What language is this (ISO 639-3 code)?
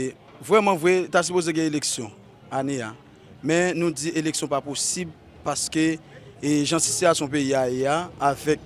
hat